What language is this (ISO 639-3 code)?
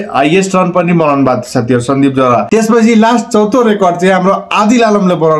nep